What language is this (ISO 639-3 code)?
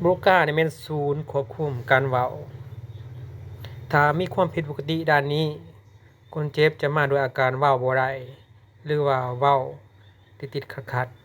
lao